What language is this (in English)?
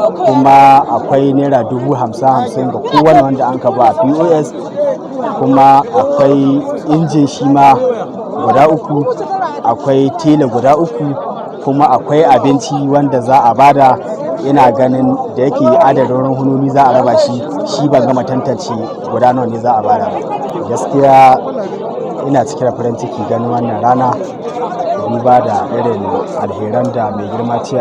Hausa